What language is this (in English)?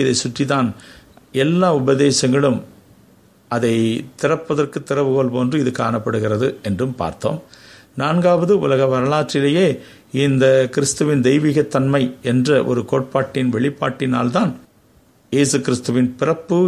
Tamil